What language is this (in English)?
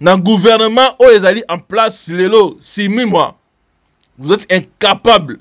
Lingala